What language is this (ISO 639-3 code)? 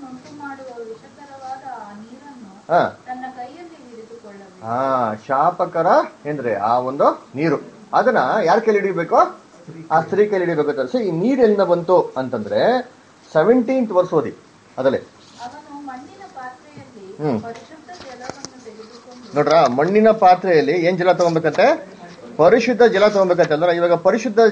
kan